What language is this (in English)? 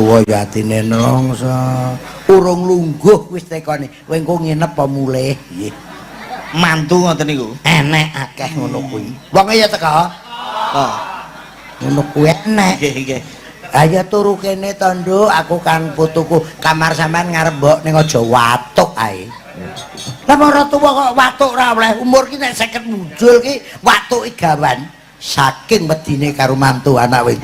Javanese